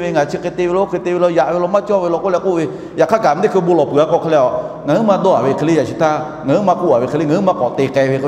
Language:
Lahu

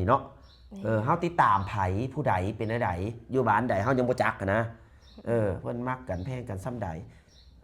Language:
Lao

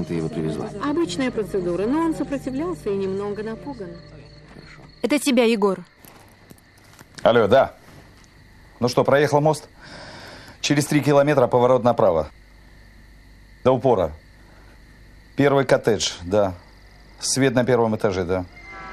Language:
Russian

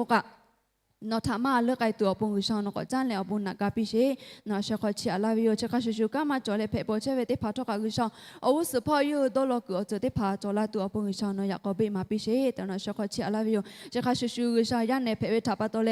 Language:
Lahu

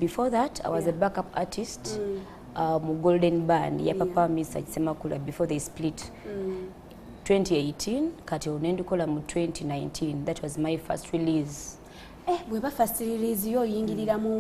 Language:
Ganda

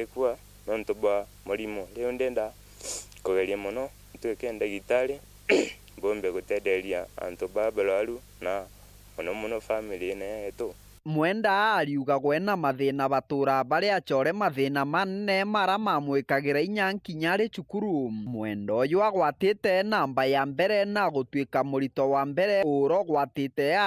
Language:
Meru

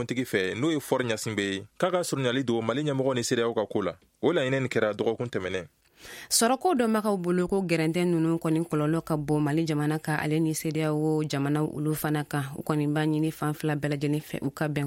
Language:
Bambara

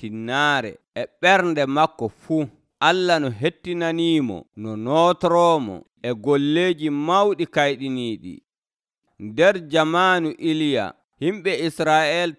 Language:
Nigerian Fulfulde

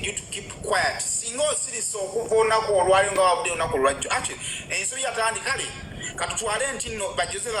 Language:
Ganda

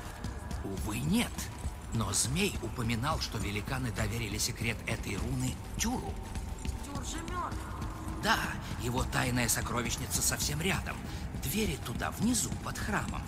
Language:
Russian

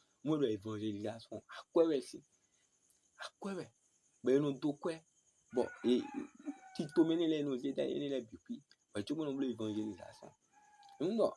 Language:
Fon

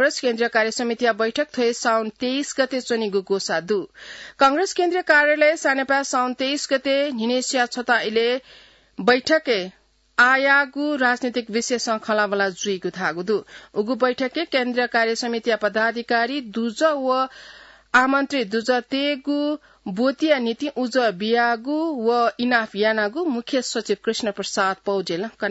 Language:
Newari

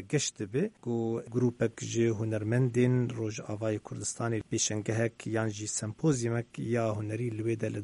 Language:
Kurdish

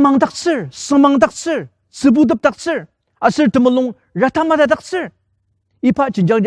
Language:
Ao Naga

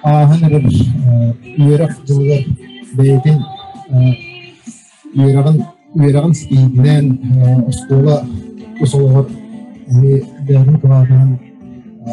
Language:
Yakut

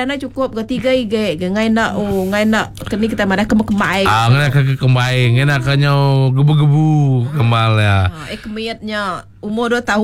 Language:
Iban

